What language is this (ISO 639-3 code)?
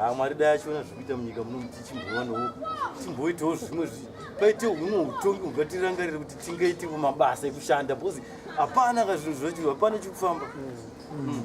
sna